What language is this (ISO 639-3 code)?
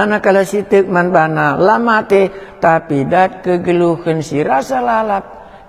btx